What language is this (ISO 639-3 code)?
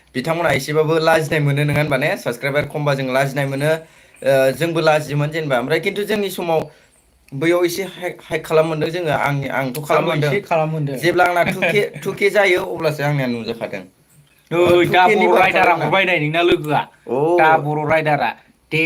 brx